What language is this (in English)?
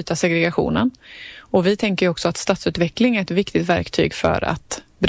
Swedish